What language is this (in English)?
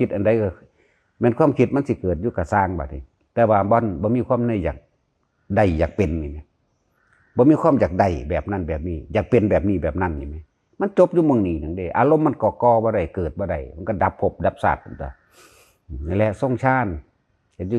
Northeastern Thai